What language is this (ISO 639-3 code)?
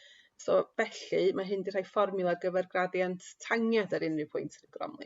cym